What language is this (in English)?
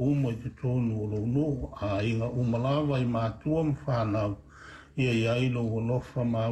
Samoan